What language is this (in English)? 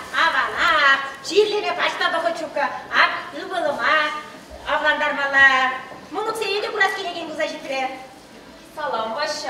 Chuvash